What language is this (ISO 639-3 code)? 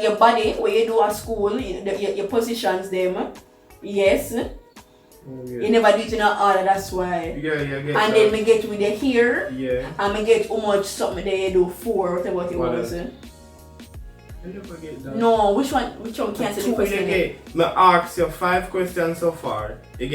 jam